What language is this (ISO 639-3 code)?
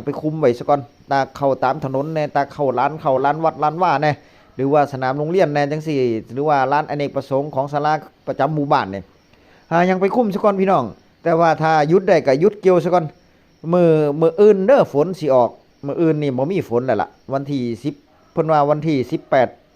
tts